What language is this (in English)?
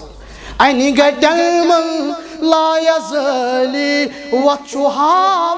Kashmiri